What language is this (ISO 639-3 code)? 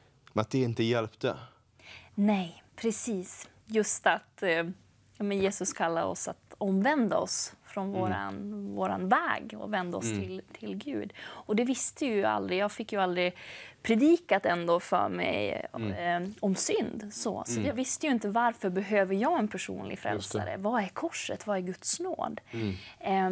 swe